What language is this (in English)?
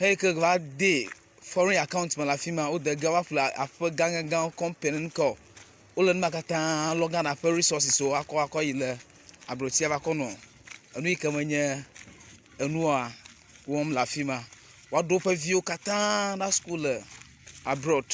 Ewe